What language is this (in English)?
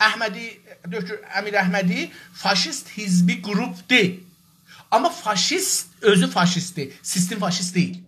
South Azerbaijani